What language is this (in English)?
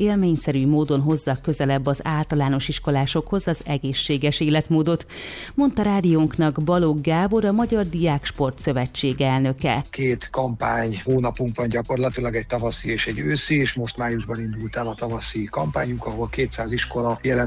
Hungarian